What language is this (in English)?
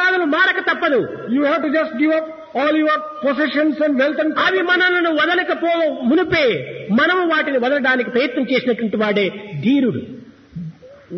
Telugu